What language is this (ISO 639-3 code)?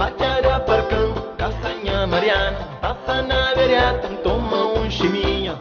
kea